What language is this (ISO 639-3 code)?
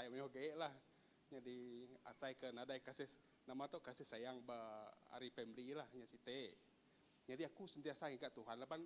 iba